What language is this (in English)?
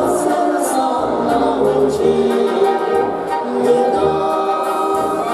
Slovak